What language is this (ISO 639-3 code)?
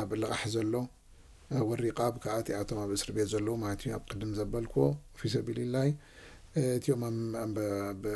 tir